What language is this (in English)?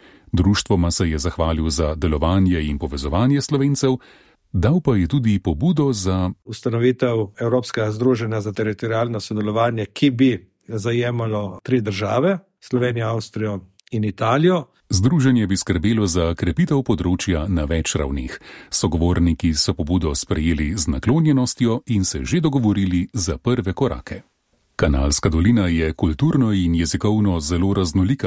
Slovenian